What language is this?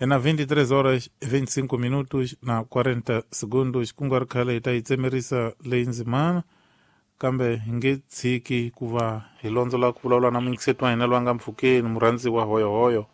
Tsonga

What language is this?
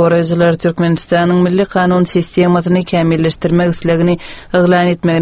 Turkmen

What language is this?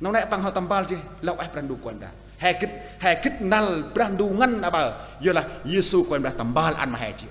Central Mnong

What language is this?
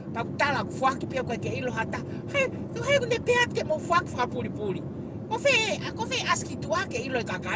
Tongan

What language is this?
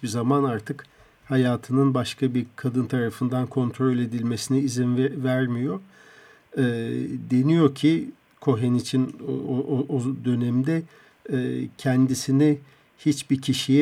Turkish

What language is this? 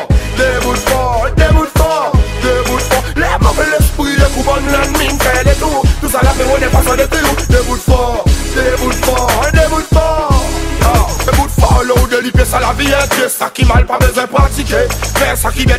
Seselwa Creole French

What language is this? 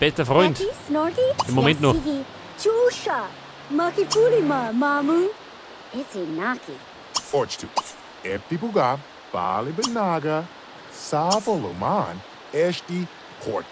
Bavarian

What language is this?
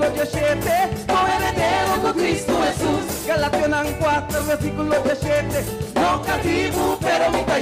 Papiamento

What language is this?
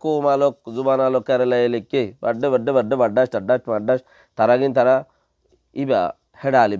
Rohingya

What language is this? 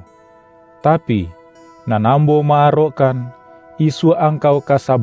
Minangkabau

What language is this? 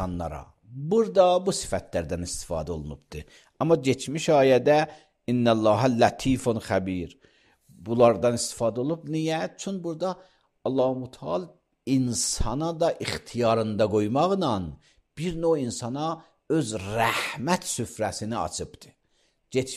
Azerbaijani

